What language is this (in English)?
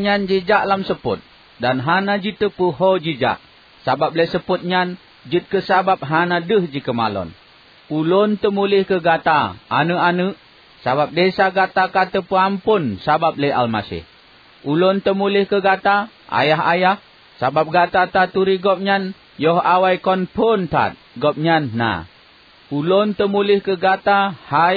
Achinese